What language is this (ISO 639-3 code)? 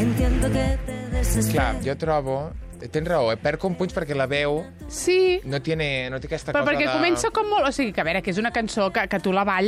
cat